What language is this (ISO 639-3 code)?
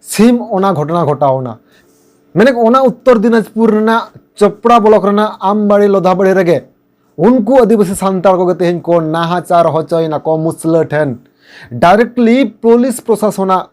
sat